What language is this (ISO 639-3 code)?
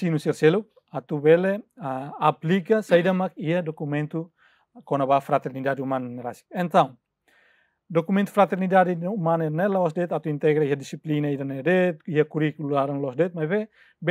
tet